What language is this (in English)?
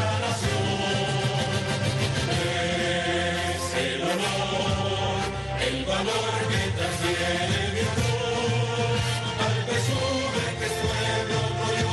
Spanish